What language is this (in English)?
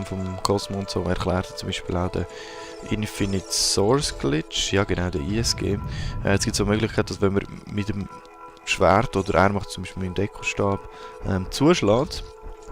Swiss German